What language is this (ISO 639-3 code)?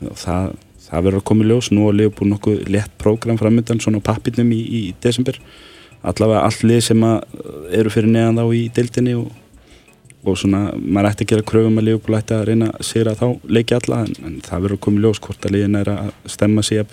isl